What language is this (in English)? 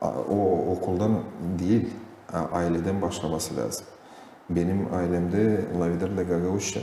Gagauz